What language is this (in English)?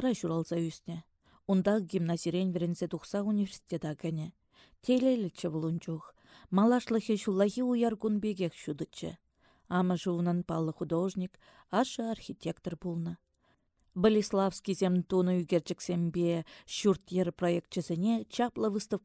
Chuvash